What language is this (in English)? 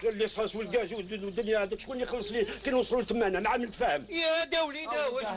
Algerian Arabic